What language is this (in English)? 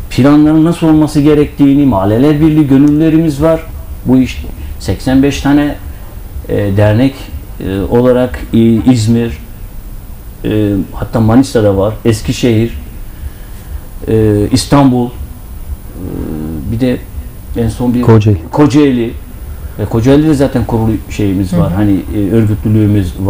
Turkish